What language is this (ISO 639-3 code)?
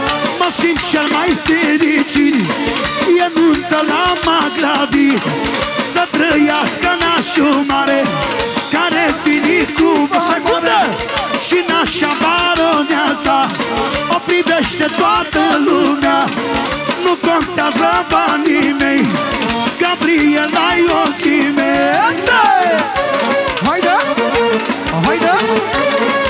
ron